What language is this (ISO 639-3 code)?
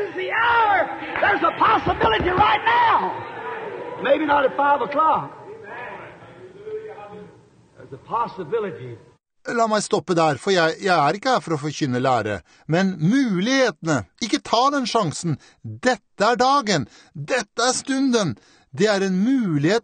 nor